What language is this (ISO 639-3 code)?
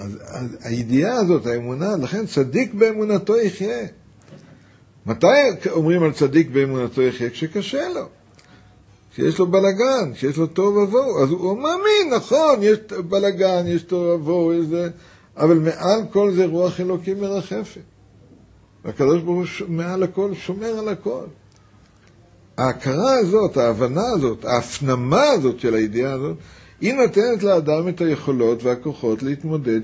heb